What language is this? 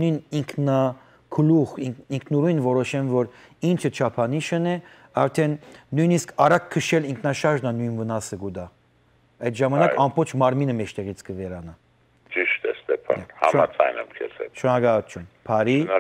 Western Armenian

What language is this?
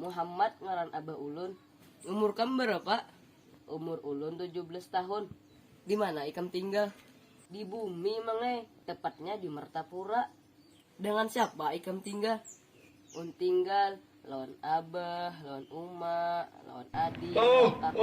Banjar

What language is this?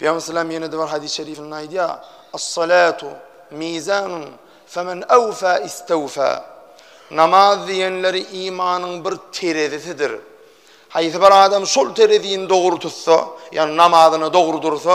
Turkmen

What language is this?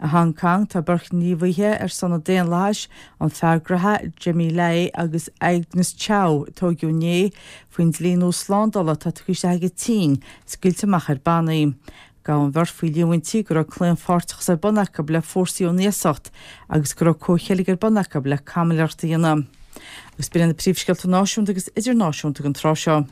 Irish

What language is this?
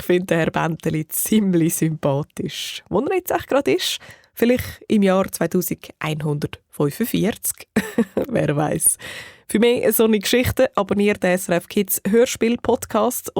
Swiss German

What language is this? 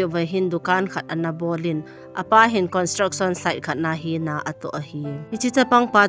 Thado Chin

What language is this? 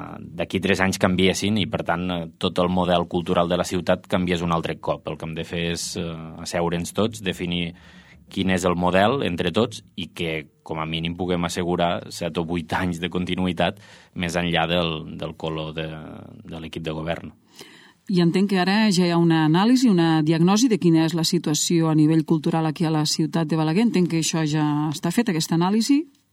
Catalan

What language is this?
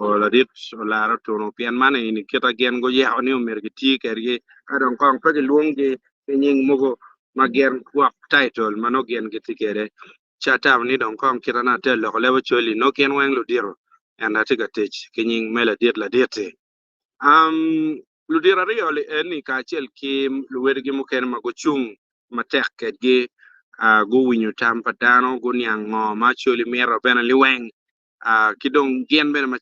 Acoli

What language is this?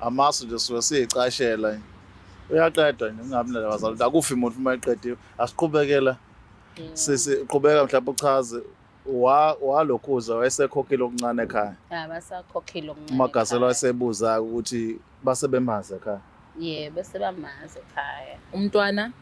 Zulu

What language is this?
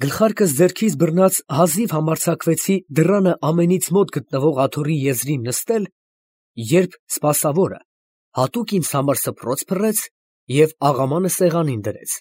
Armenian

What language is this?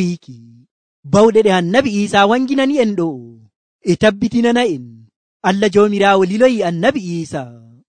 Nigerian Fulfulde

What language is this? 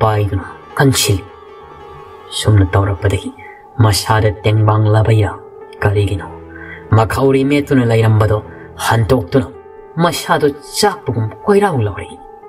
Manipuri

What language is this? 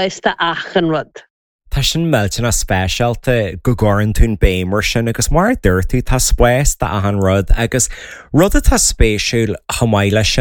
Irish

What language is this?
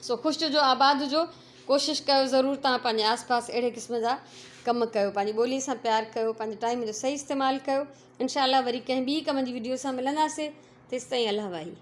Sindhi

